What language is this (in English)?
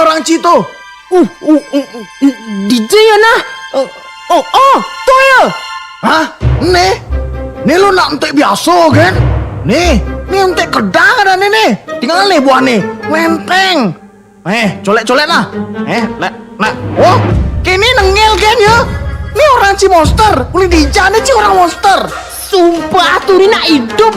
Balinese